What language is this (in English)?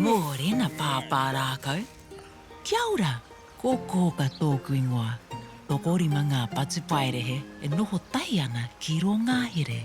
Māori